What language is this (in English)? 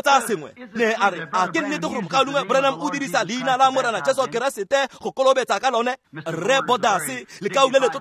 Tswana